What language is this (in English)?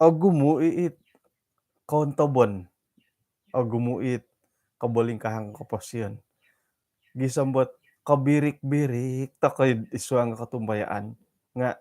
Central Dusun